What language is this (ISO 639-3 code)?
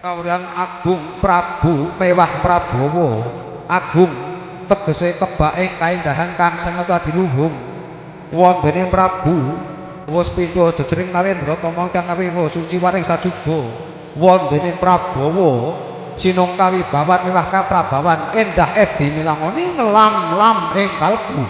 jav